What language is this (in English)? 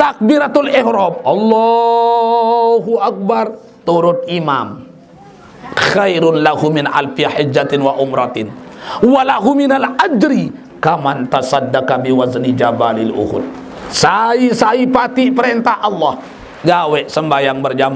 Sasak